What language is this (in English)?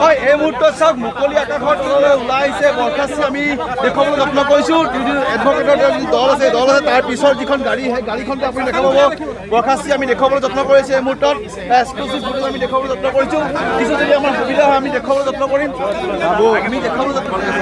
Assamese